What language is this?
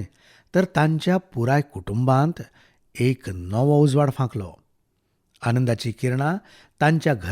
Konkani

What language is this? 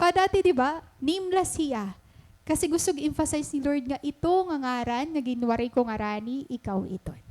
Waray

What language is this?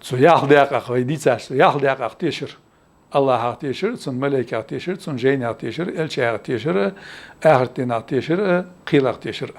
Ingush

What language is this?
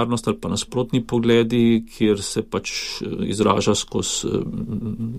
Slovenian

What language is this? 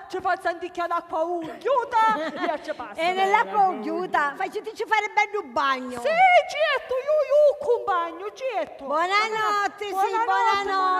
Sicilian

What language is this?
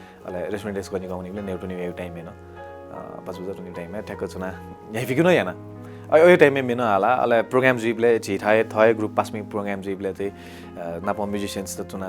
Newari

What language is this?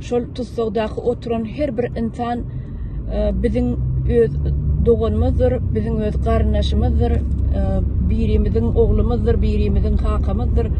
Turkmen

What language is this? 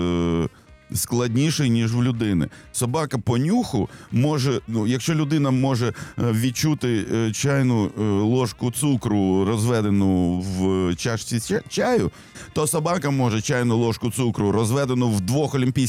Ukrainian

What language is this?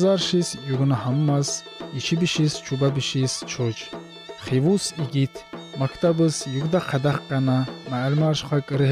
Tsakhur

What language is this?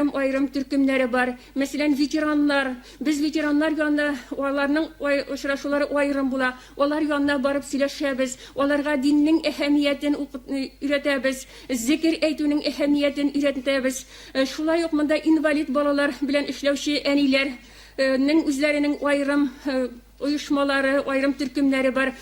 Tatar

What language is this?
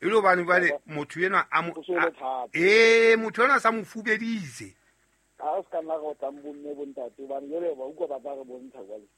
Southern Sotho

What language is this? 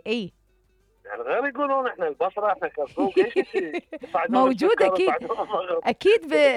Mesopotamian Arabic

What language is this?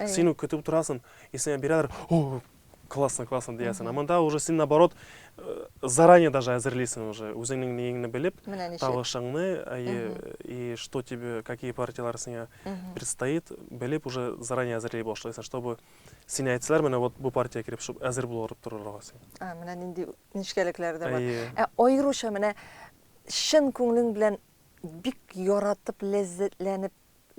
Tatar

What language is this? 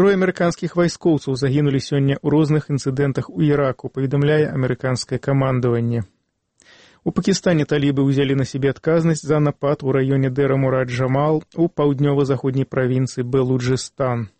Belarusian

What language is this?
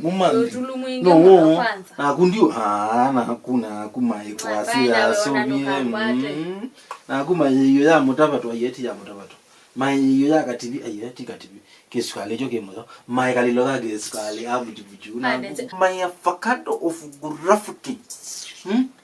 Kamba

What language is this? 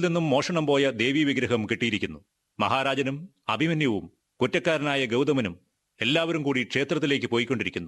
Malayalam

